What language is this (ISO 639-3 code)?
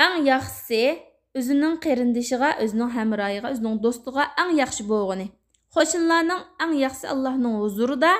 uig